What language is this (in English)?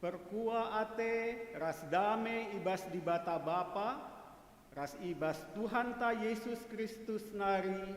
Batak Karo